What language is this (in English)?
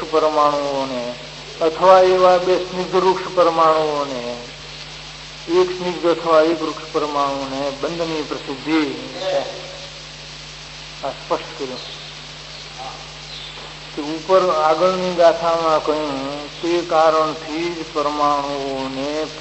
Gujarati